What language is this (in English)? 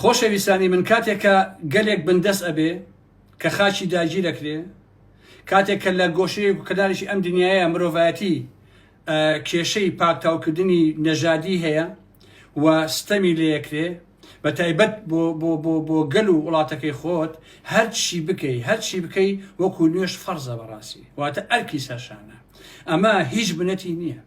Central Kurdish